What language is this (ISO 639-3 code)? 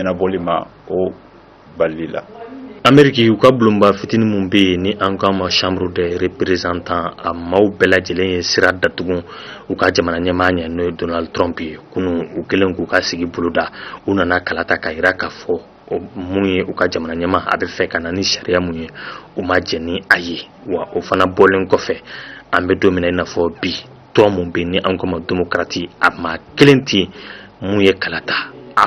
bam